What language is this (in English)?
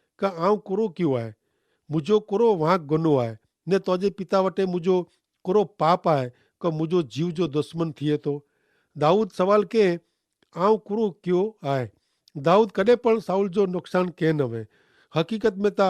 Kachhi